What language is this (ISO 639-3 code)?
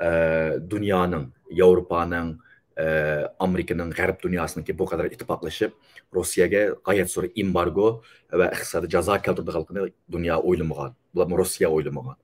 uig